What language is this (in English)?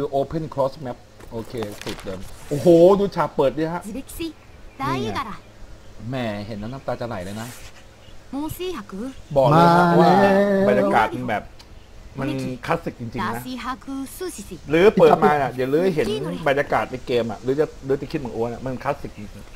Thai